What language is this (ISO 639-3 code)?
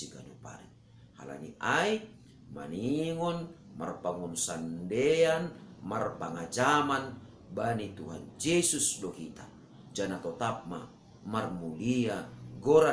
bts